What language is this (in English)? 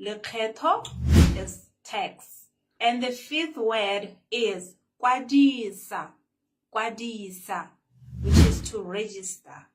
Tswana